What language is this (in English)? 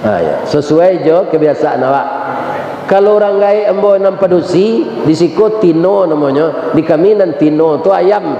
Minangkabau